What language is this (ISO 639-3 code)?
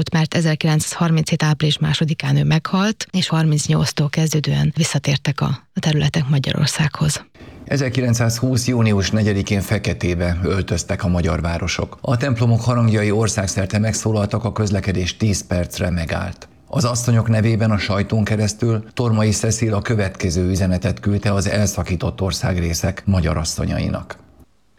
hun